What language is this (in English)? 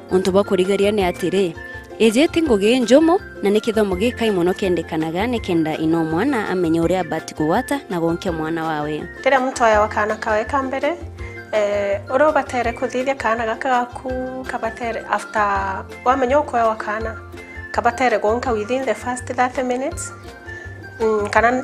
Meru